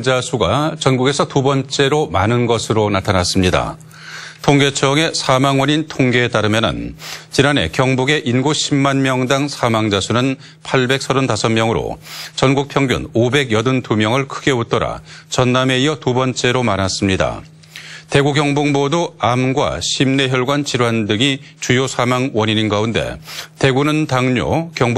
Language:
Korean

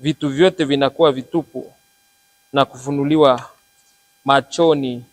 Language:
Swahili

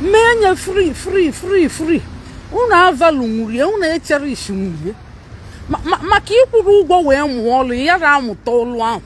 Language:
Igbo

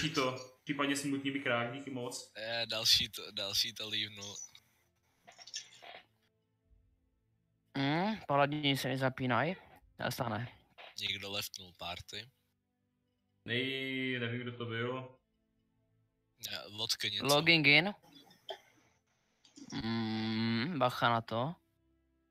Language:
Czech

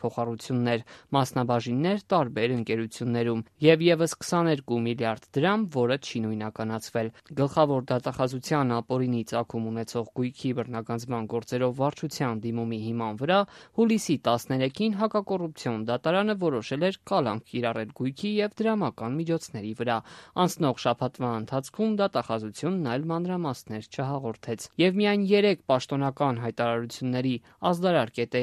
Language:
Armenian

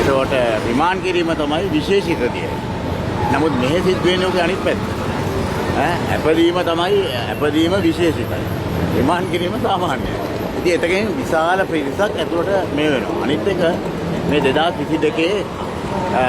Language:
Sinhala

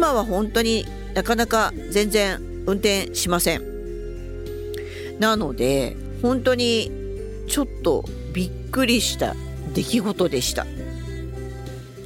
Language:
Japanese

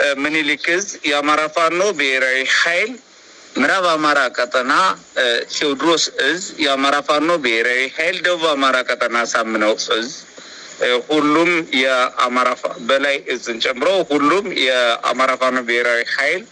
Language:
Amharic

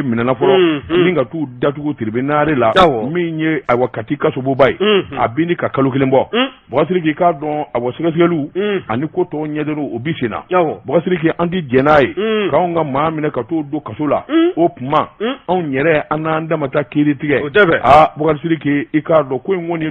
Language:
Bambara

